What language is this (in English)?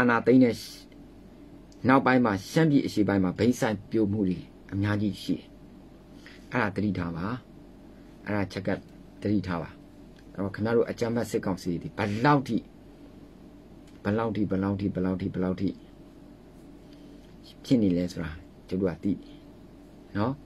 Burmese